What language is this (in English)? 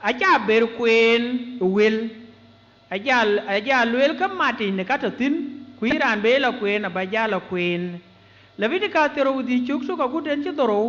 Dinka